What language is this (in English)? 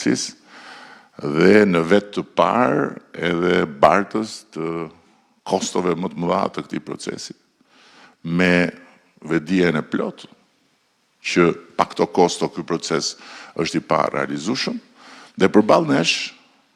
Albanian